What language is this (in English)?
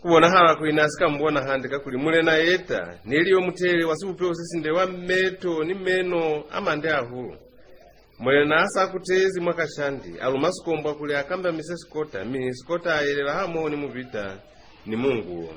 Lozi